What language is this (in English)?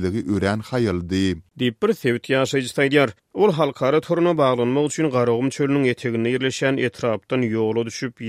Turkmen